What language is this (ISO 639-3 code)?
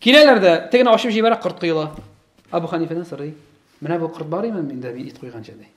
tat